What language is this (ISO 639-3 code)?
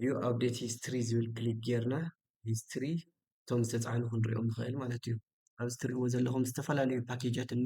tir